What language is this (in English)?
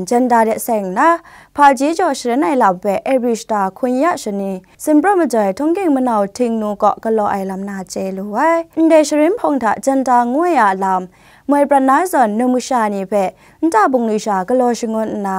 Kachin